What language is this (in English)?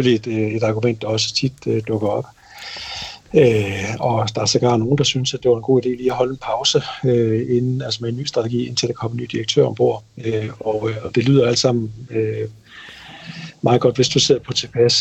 Danish